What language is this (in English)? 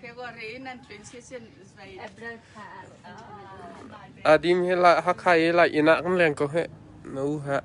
Hakha Chin